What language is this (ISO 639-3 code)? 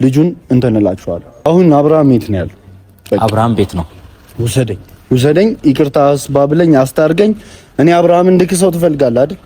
amh